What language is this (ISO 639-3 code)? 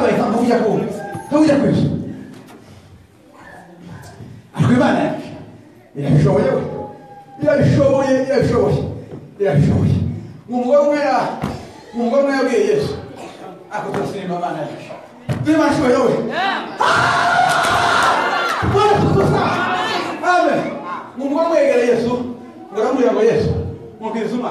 kin